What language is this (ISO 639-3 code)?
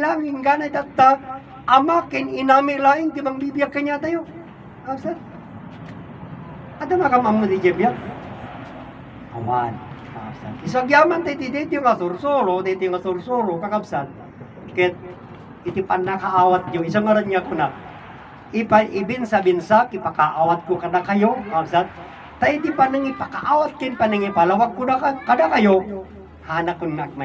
ilo